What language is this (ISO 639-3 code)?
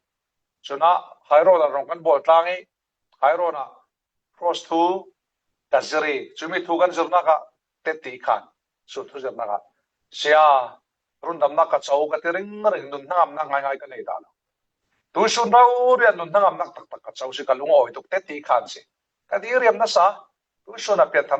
cfm